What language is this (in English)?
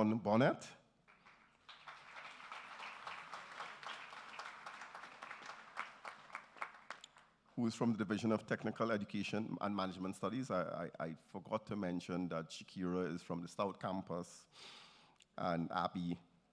English